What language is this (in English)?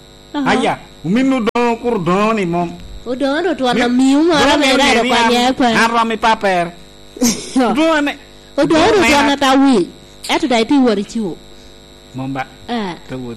Lango (Uganda)